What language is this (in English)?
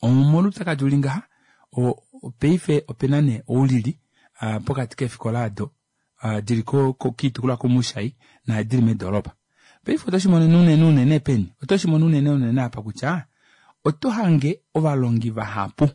Kuanyama